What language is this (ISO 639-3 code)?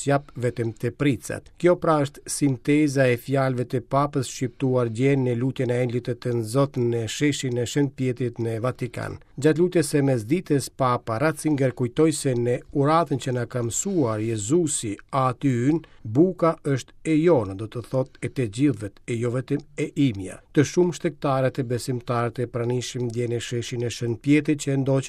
sqi